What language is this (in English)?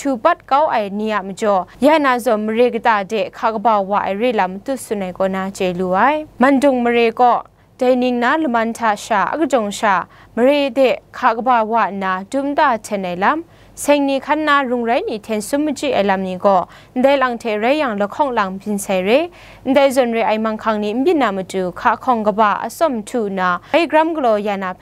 Kachin